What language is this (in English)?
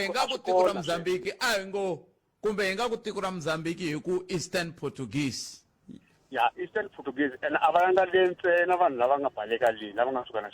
Tsonga